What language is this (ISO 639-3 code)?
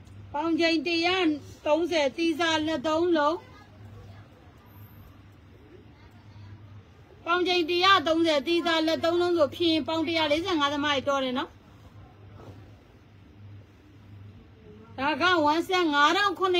mya